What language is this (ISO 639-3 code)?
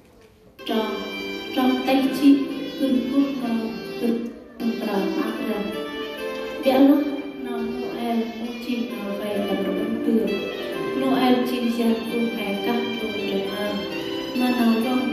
cmo